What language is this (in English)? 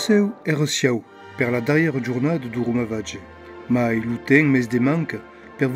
Occitan